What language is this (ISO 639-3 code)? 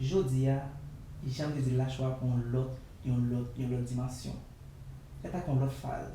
hat